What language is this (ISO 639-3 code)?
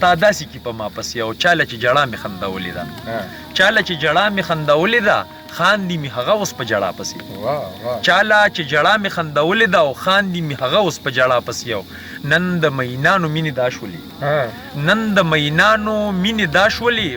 pus